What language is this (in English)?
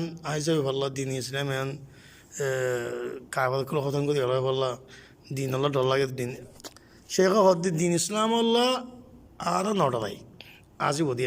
Rohingya